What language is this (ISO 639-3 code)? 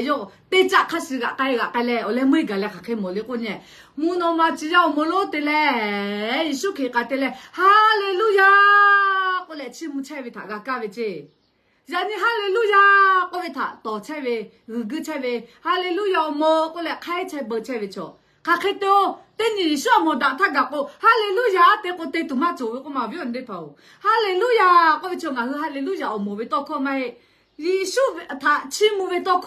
lhu